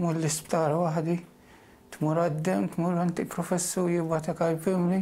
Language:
Maltese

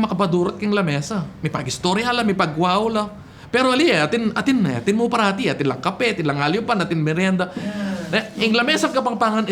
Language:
Pampanga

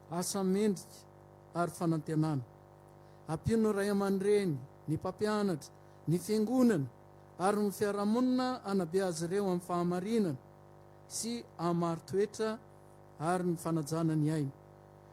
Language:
Malagasy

